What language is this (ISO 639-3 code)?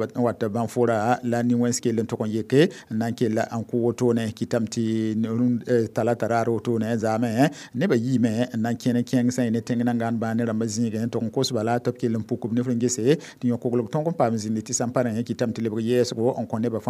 mos